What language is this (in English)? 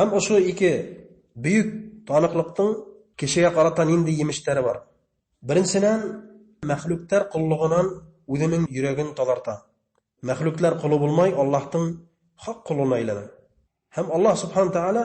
Bashkir